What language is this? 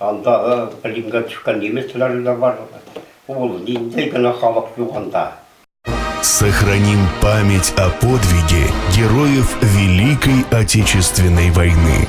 Bashkir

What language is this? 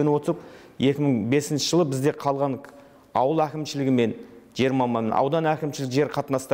Kazakh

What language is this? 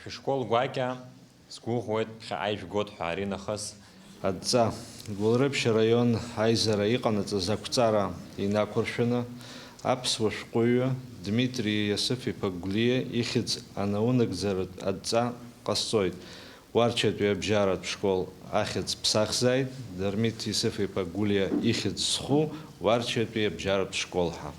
Abkhazian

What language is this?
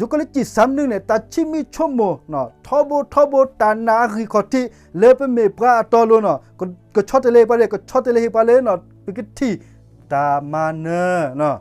S'gaw Karen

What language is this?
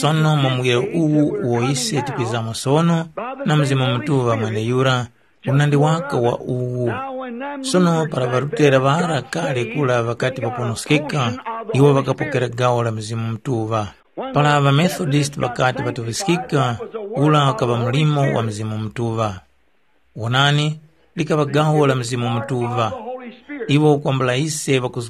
Tumbuka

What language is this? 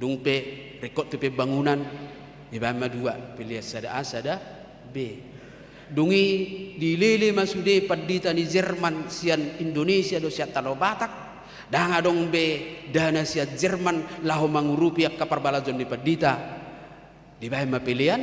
Batak Toba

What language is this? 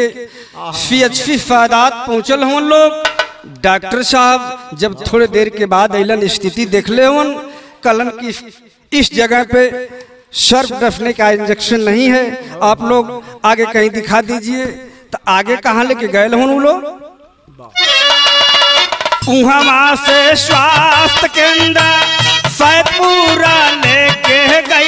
Bhojpuri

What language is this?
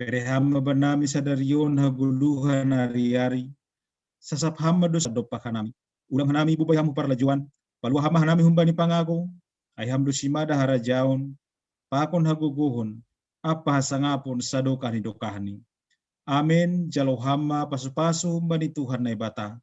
Batak Simalungun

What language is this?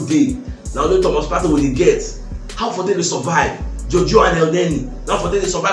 Nigerian Pidgin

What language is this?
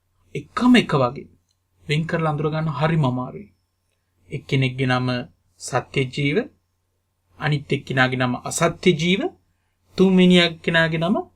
Sinhala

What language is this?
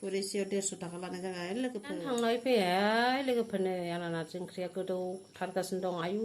Bodo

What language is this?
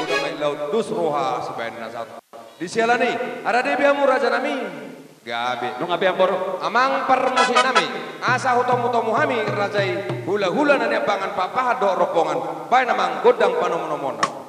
Batak Toba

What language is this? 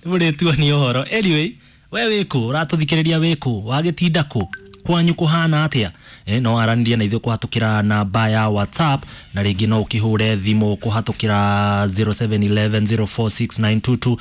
Kikuyu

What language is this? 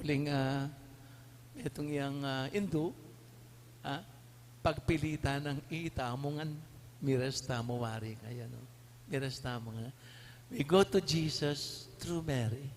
Pampanga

